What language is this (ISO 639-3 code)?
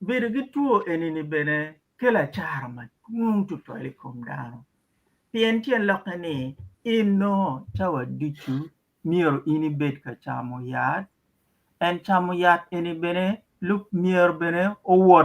ach